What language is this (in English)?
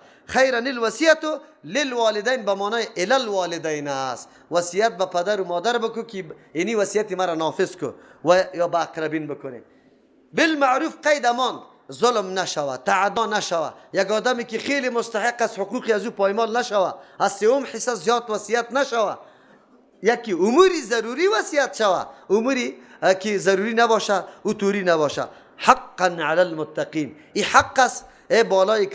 Persian